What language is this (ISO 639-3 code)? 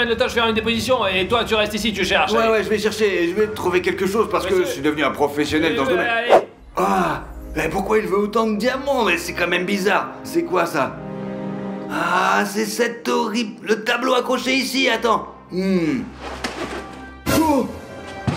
fra